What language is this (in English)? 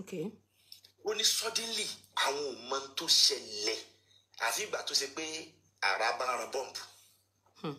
Yoruba